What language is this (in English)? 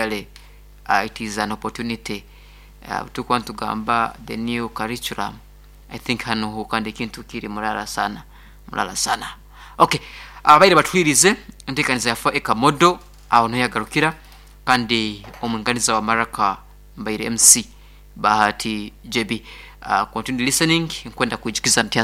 Nyankole